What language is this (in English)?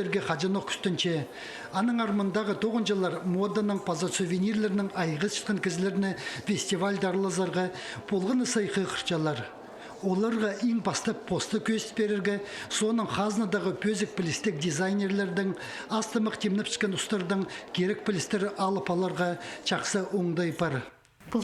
Khakas